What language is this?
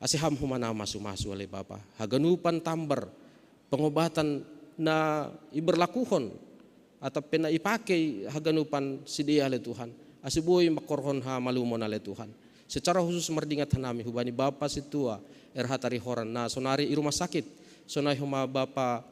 Batak Simalungun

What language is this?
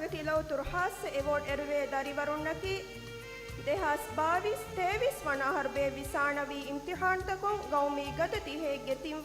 Divehi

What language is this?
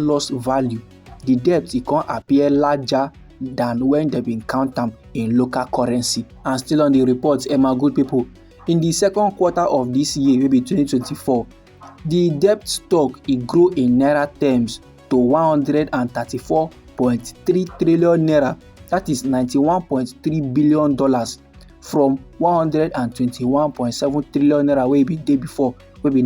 Nigerian Pidgin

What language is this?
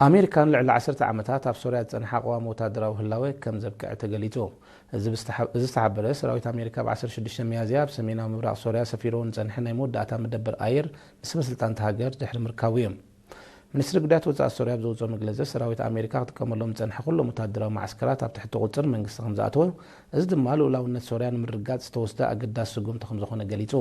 Tigrinya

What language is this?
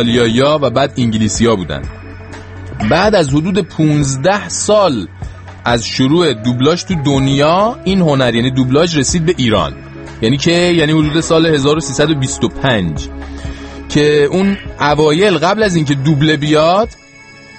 Persian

